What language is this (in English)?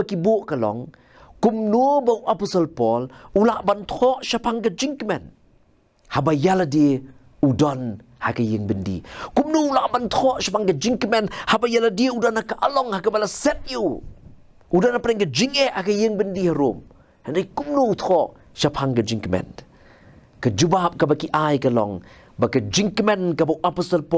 Khasi